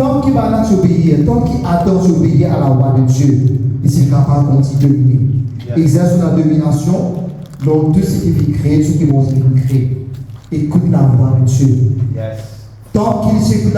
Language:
Morisyen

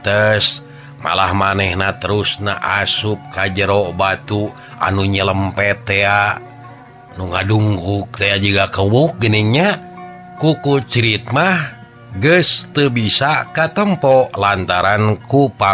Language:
Sundanese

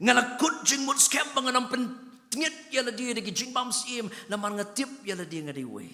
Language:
Khasi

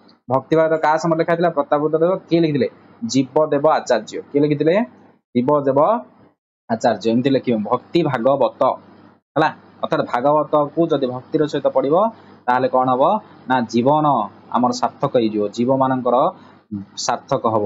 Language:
Odia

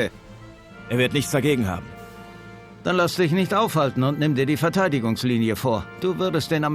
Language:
Bavarian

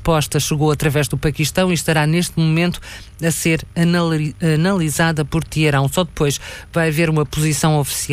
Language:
Portuguese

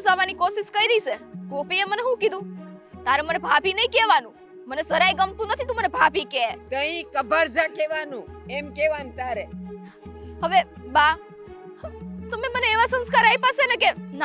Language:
Gujarati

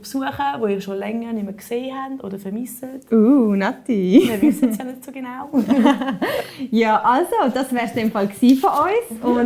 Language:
Swiss German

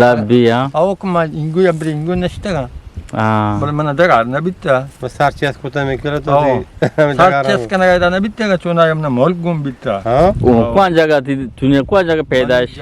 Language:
Eastern Balochi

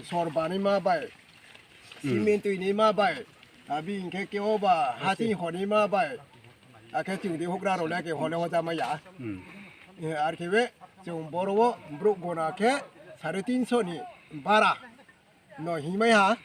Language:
Riang (India)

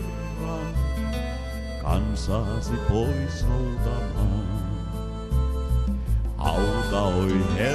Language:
Finnish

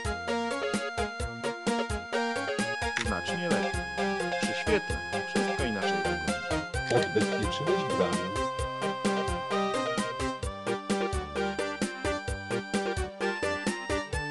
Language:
Polish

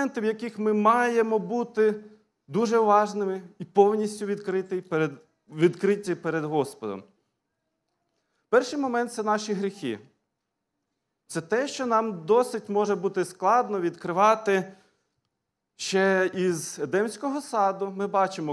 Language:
Ukrainian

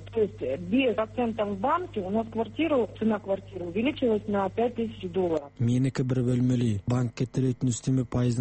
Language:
Kazakh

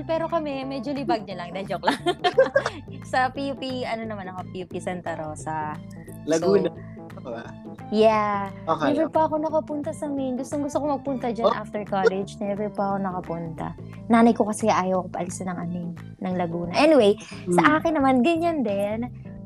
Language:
Filipino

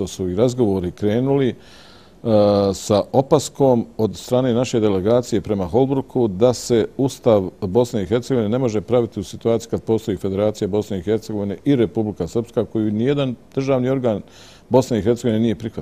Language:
Bosnian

